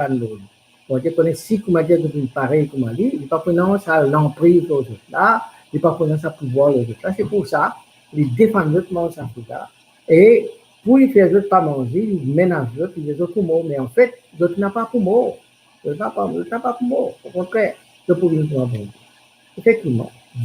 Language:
Morisyen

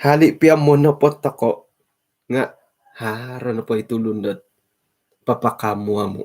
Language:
Central Dusun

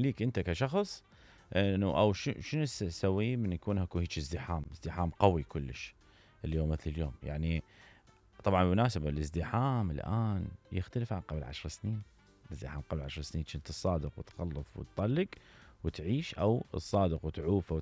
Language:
Mesopotamian Arabic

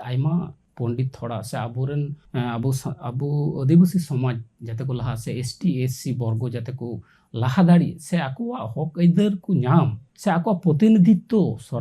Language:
Santali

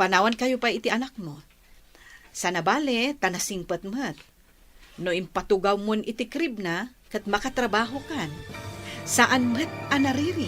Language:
Iloko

